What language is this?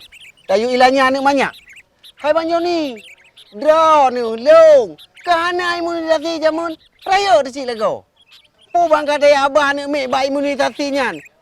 Achinese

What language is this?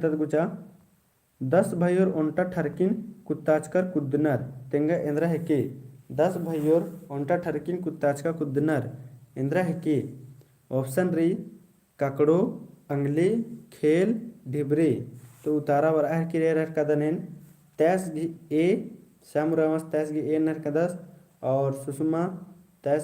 Kurukh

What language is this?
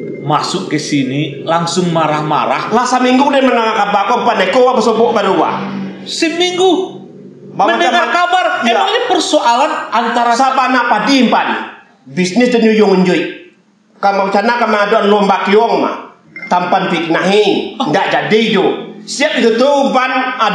Minangkabau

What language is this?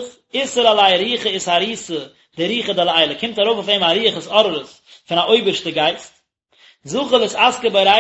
Yiddish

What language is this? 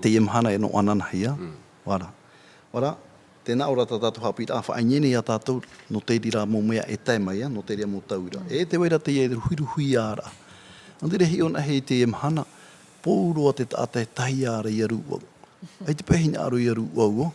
Tahitian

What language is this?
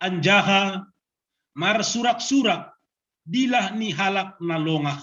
Batak Simalungun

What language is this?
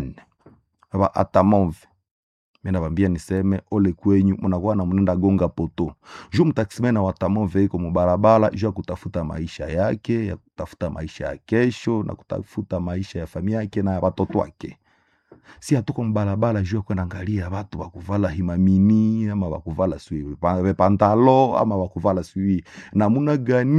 Swahili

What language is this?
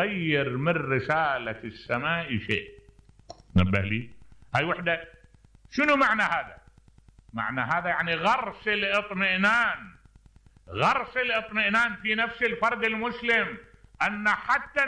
Mesopotamian Arabic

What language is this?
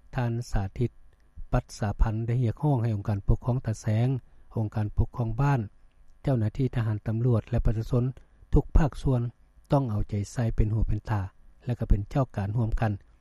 Lao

